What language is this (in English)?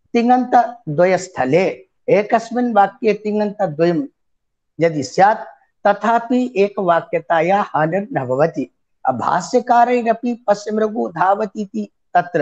Sanskrit